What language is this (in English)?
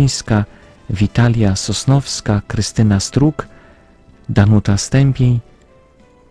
Polish